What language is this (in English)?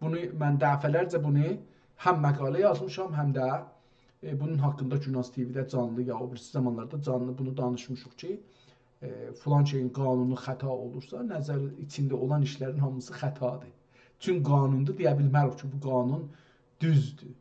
South Azerbaijani